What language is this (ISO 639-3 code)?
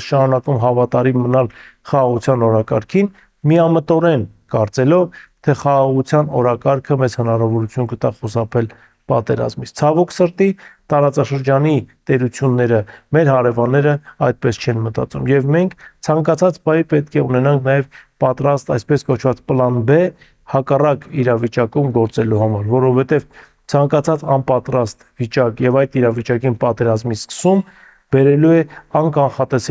hye